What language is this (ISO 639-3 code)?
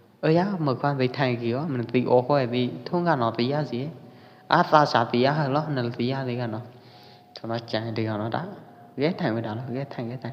kjp